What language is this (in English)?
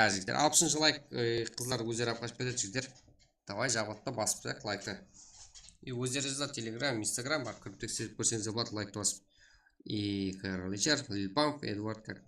Kara-Kalpak